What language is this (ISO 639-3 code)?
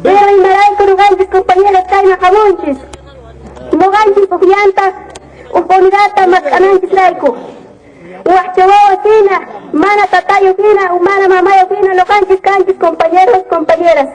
quh